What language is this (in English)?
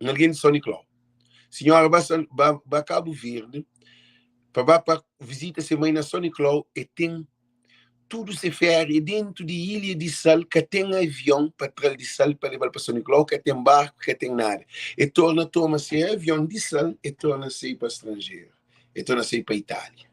Kabuverdianu